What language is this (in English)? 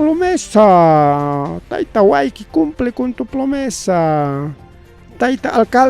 Ayacucho Quechua